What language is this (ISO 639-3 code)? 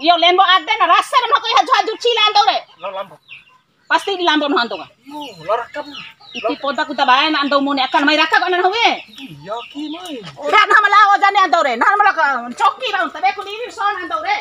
bhp